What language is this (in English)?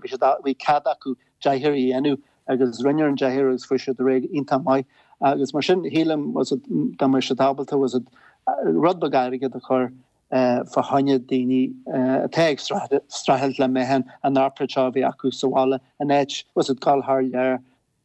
Irish